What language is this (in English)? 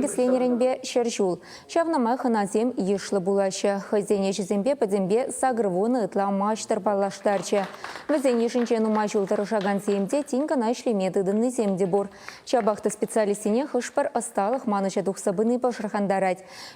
Chuvash